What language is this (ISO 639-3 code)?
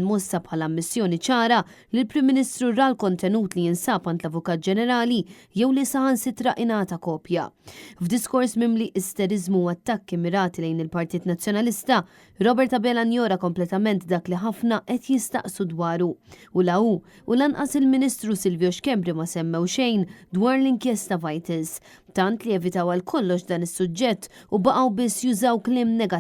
mlt